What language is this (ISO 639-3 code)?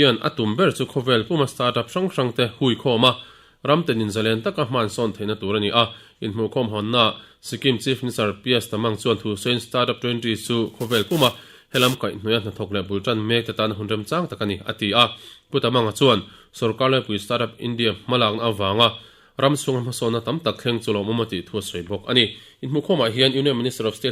lus